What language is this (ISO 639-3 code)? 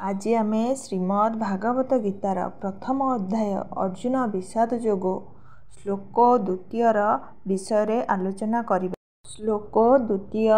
ori